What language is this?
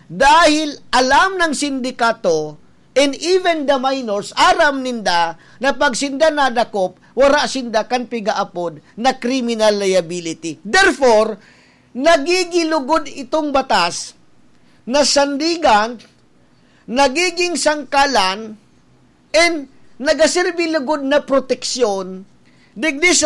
Bikol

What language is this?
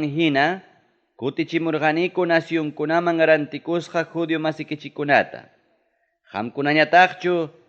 Ayacucho Quechua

